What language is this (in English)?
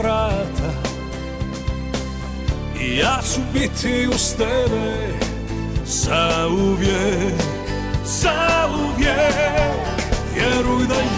Croatian